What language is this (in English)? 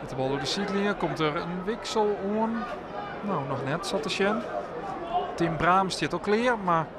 Western Frisian